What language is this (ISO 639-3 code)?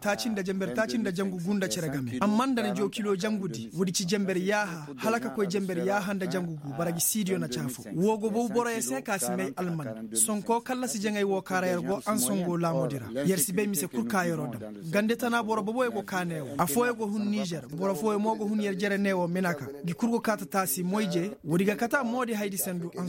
ses